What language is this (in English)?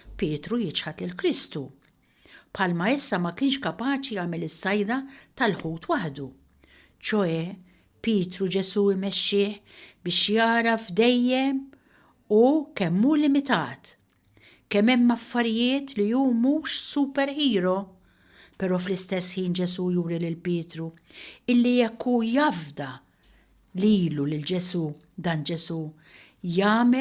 Maltese